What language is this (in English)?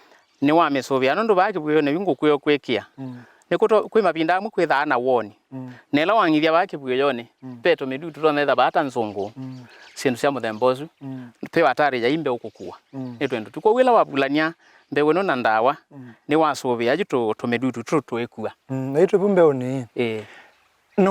Kamba